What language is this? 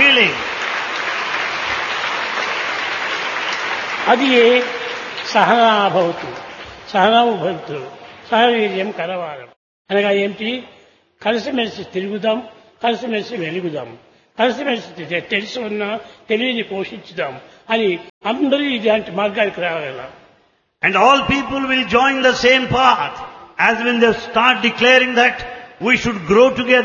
Telugu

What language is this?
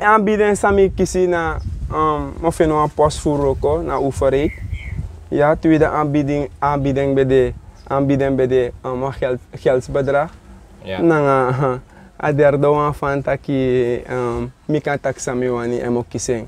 Sranan Tongo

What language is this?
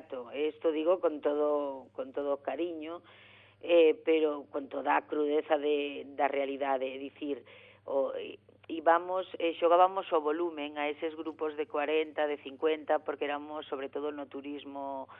Galician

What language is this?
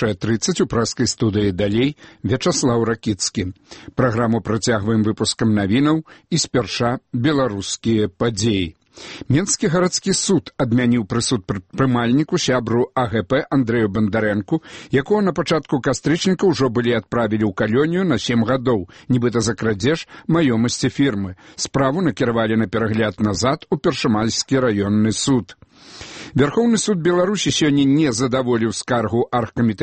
Belarusian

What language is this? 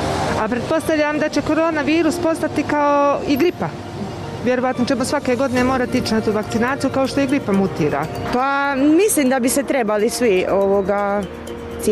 Bosnian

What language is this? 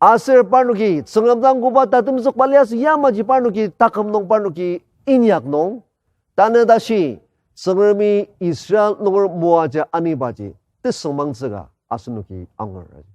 Ao Naga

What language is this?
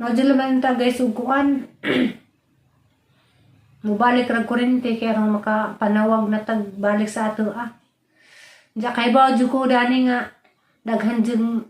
Cebuano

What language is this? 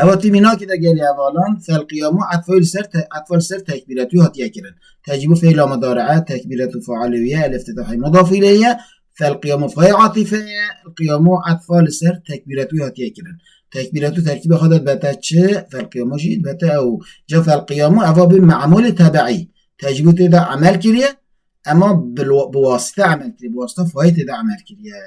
Kurdish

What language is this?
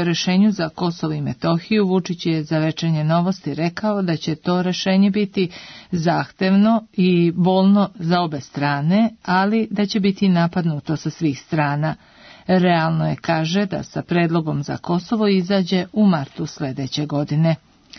Serbian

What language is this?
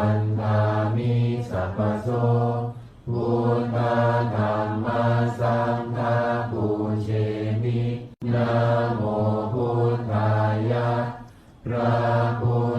Pali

